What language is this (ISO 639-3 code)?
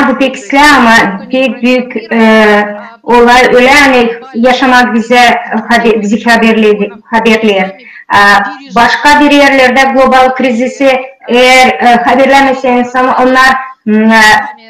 gag